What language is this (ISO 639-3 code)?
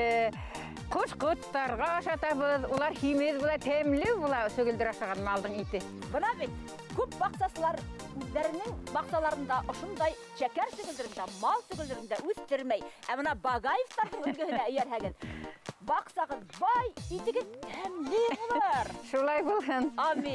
bak